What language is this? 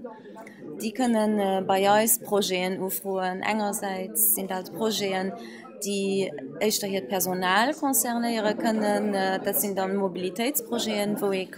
Luxembourgish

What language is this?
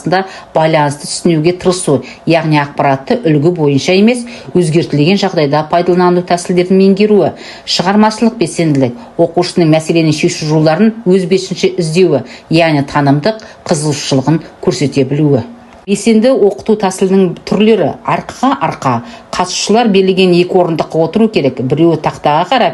Kazakh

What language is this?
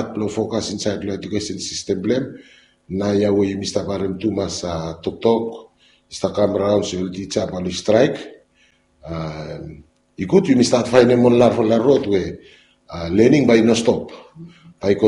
Bislama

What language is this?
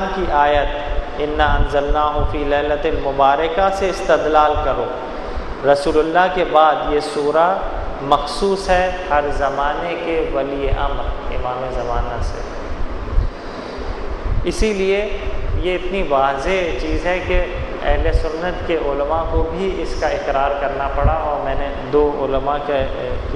Urdu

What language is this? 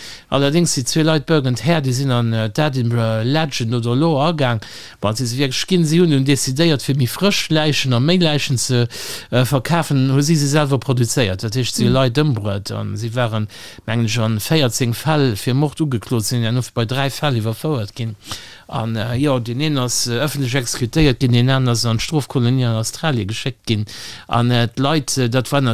Luxembourgish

